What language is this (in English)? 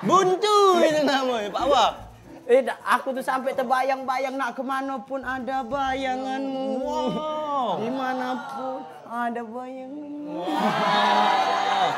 Musi